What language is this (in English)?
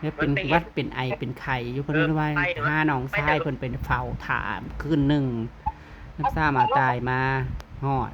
Northeastern Thai